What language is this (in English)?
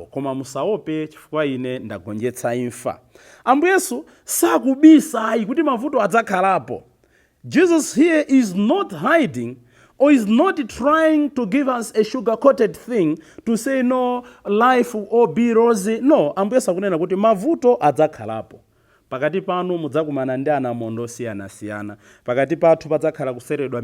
Nyanja